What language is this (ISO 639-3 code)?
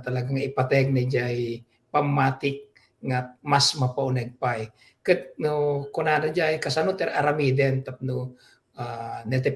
ilo